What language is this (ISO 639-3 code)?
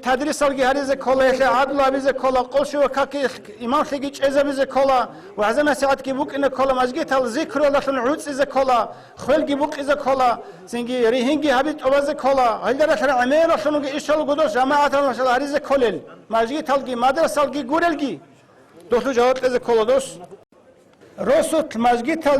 ava